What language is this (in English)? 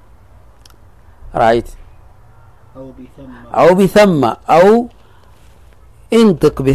Arabic